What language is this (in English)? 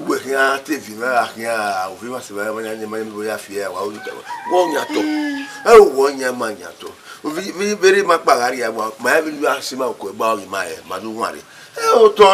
Bini